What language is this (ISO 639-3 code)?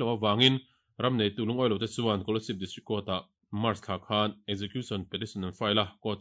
lus